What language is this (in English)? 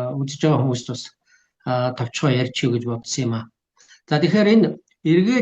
Mongolian